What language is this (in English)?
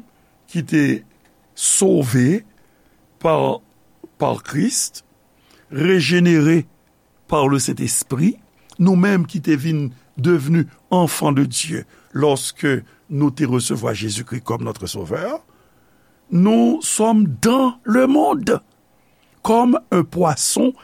Haitian Creole